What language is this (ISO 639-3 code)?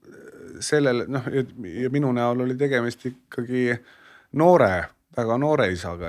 est